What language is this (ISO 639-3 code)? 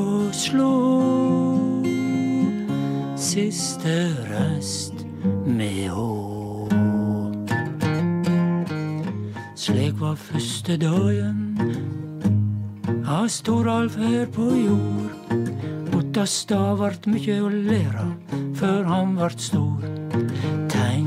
nor